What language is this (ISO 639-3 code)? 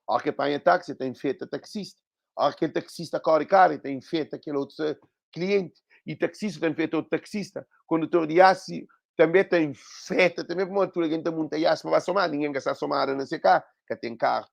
kea